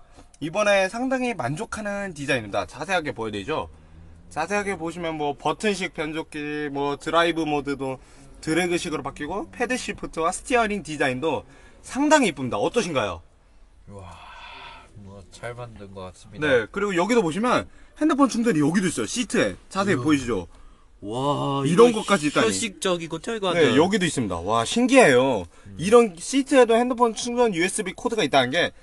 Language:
Korean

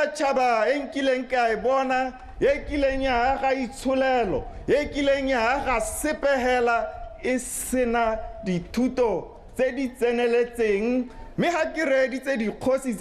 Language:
Tswana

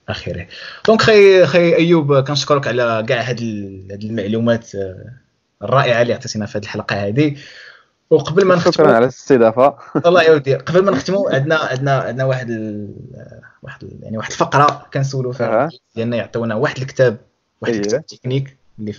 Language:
Moroccan Arabic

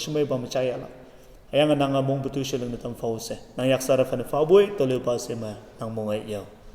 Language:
Konyak Naga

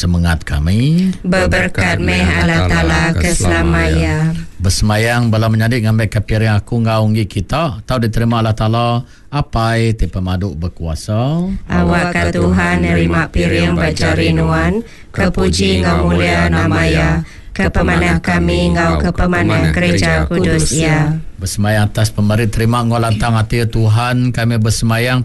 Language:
Iban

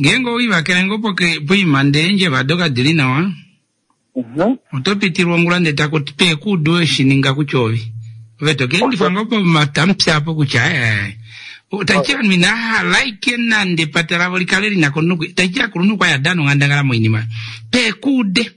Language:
Kuanyama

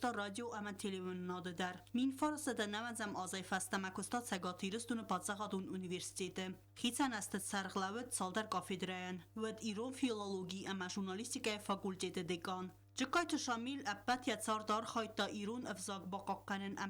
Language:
Ossetic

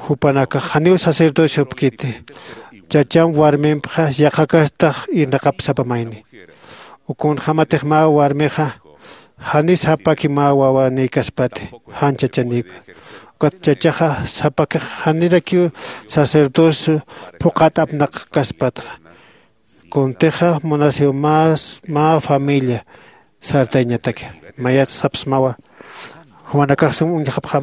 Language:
Aymara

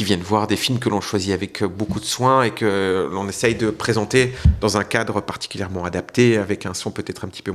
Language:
Luxembourgish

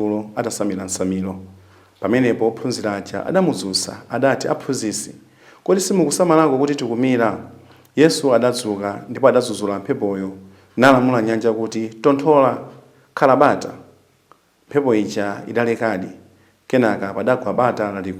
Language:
Nyanja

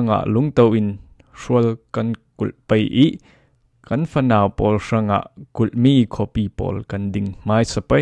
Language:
Falam Chin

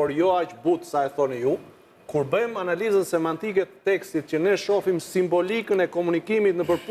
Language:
Albanian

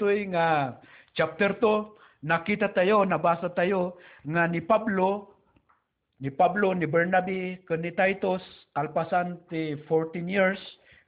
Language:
Iloko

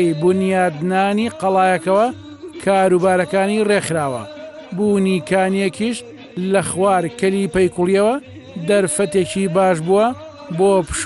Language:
Central Kurdish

